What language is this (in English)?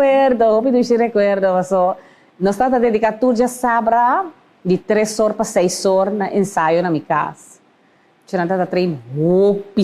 Papiamento